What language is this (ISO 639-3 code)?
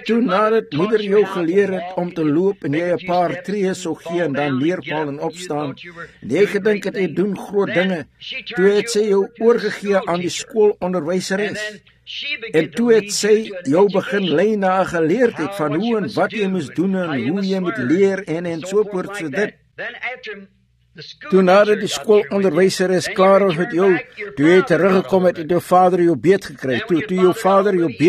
afr